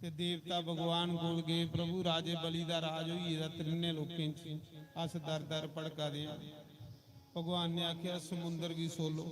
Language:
Dogri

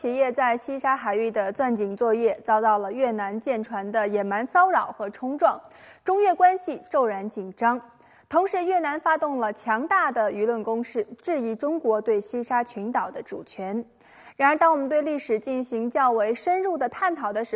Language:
Chinese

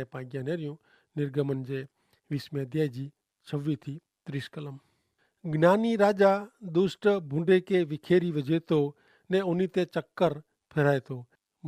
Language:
Kachhi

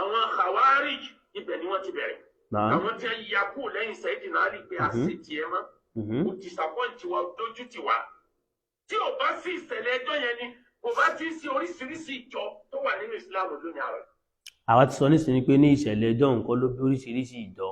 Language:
Yoruba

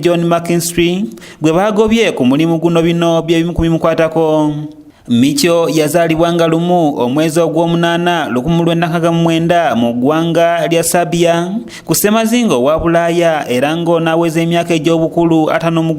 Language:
Ganda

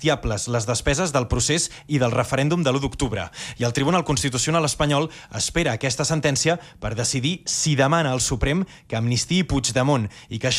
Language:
Catalan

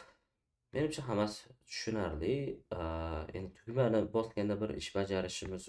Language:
Uzbek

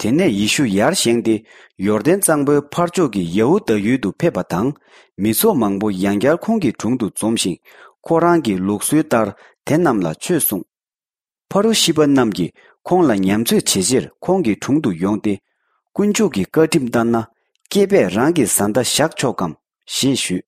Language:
Tibetan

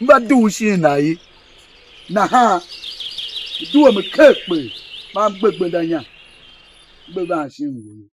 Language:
Tiv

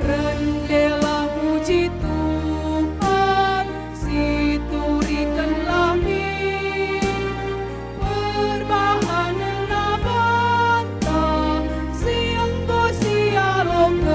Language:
Batak Karo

